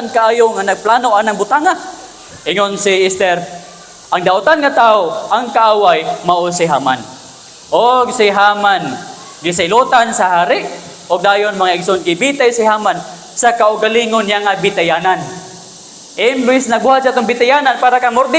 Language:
Cebuano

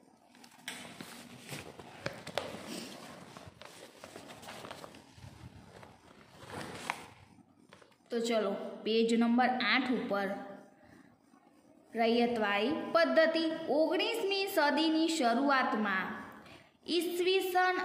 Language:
Gujarati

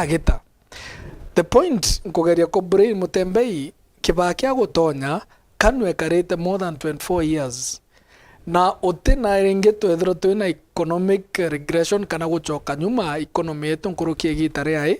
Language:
Meru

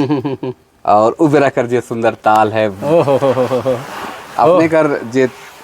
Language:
Sadri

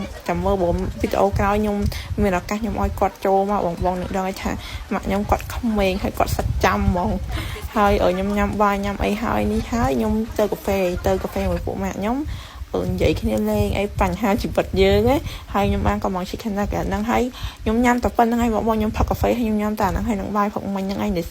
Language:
Khmer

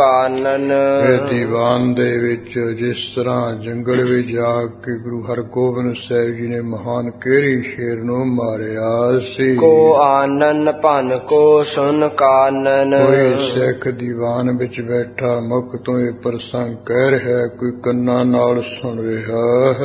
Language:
Punjabi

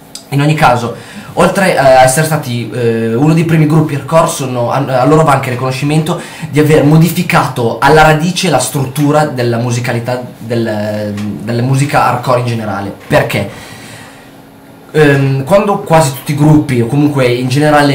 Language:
Italian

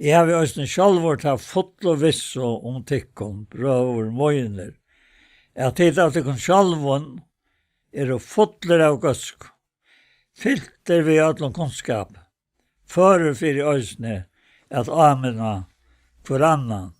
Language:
Faroese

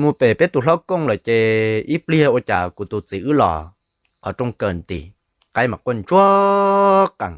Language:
Hmong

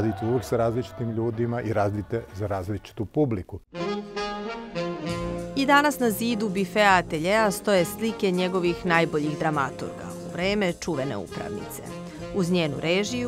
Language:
Serbian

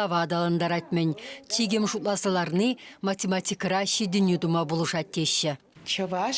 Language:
Chuvash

